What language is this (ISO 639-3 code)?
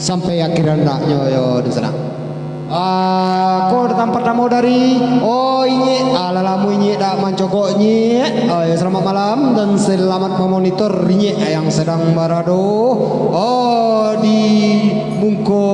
min